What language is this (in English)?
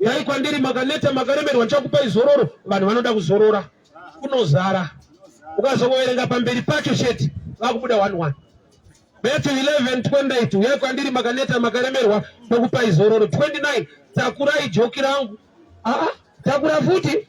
Shona